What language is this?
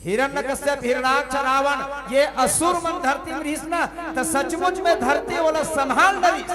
Chhattisgarhi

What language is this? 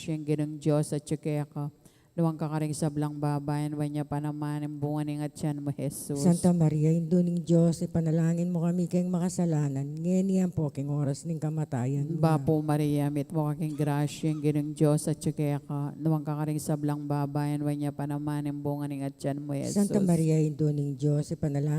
Pampanga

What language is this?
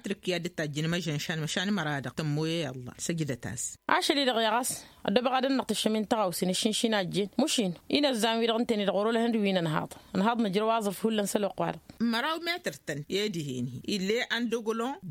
Tamasheq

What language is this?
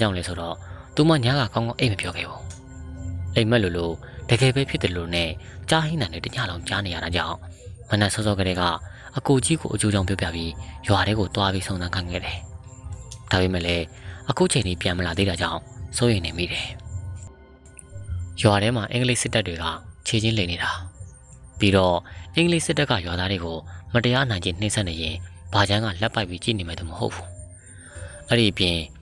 Burmese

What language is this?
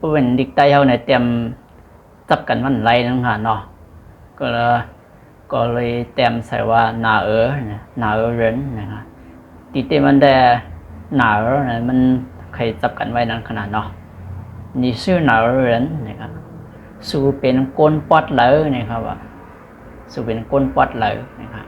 Shan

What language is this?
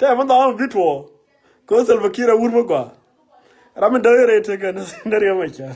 Nuer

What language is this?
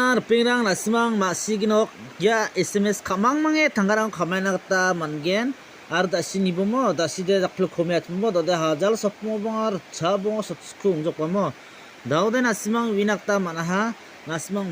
Garo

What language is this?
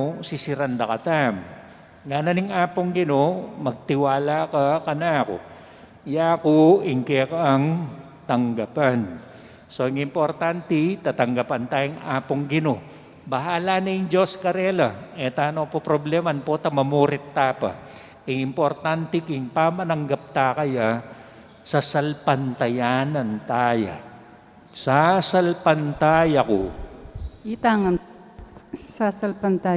Pampanga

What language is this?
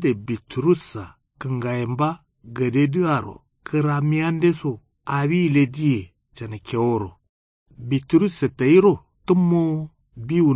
Kanuri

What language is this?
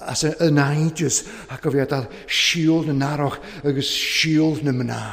Welsh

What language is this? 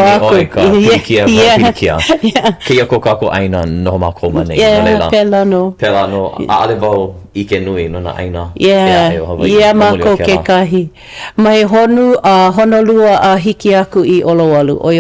Hawaiian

